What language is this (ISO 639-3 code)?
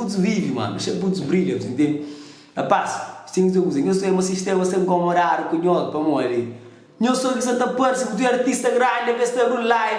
kea